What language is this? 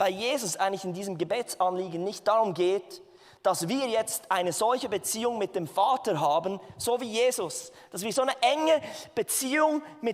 Swiss German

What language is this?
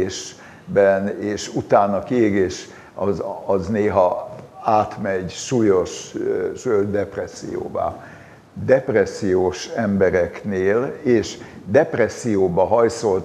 Hungarian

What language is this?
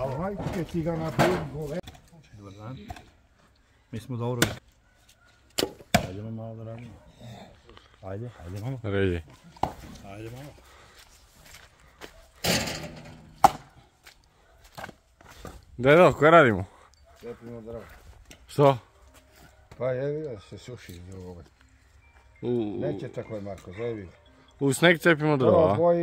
Serbian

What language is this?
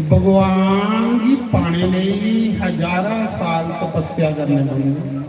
Dogri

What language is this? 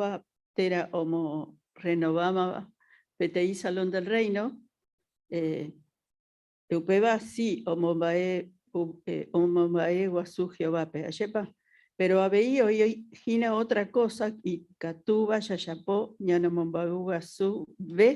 Guarani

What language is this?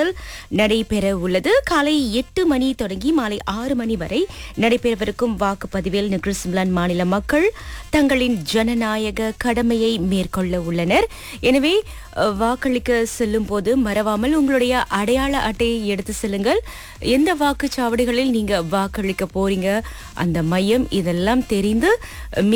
Tamil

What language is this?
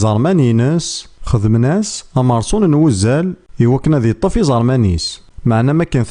Kabyle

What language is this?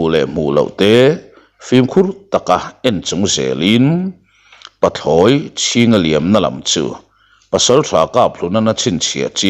Mizo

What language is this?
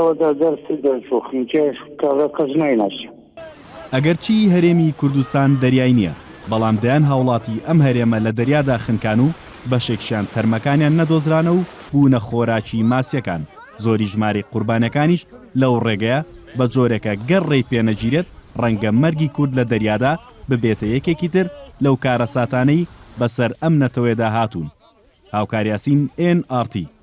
Central Kurdish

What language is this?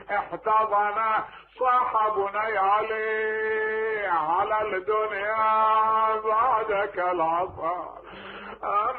Mesopotamian Arabic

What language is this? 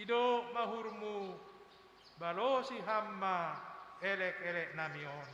Batak Simalungun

